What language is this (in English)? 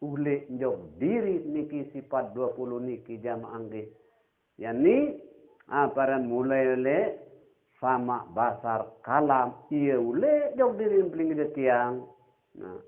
Sasak